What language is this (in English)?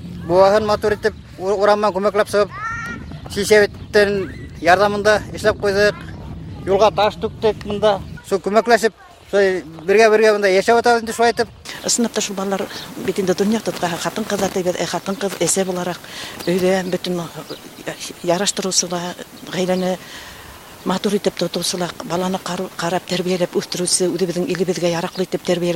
Bashkir